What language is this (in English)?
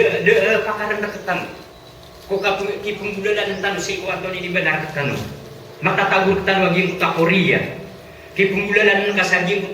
Maranao